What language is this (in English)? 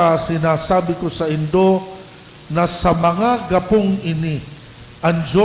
Bikol